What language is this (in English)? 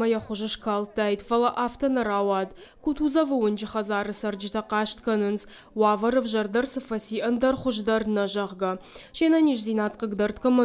Ossetic